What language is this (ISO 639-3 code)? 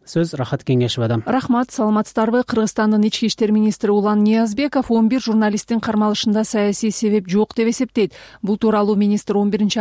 kir